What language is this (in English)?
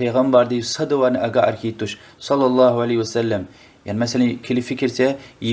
Lezghian